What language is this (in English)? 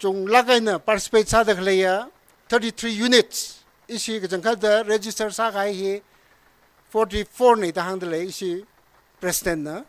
Tangkhul Naga (India)